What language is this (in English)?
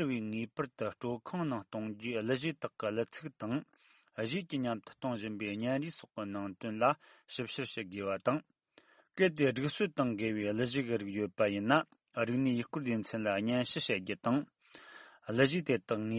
Tibetan